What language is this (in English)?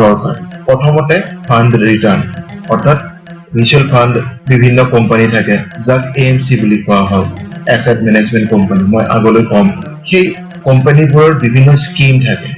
Assamese